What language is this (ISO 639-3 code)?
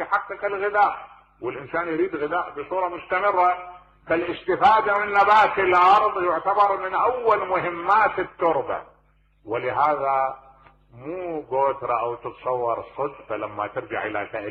acm